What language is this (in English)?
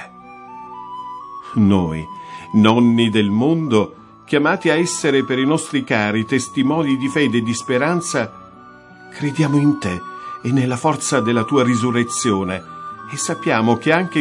Italian